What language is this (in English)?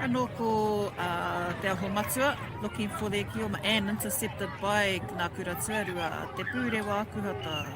Māori